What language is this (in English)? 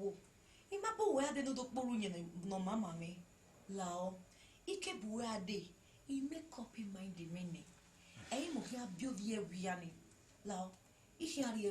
Bini